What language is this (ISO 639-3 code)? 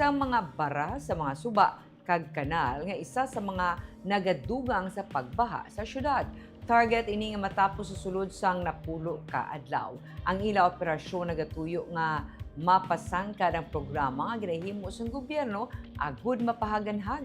hil